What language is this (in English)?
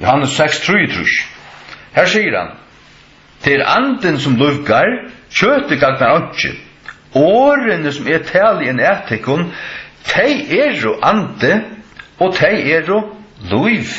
Faroese